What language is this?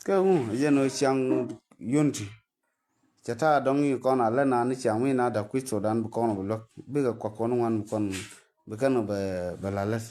Nuer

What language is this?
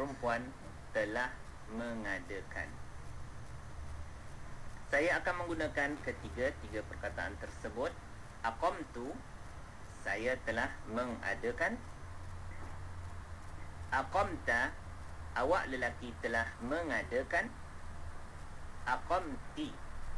Malay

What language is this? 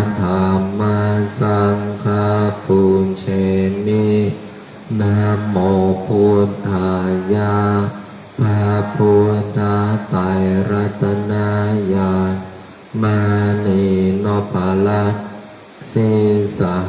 Pali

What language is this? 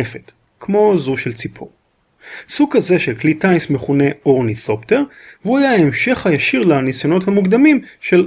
Hebrew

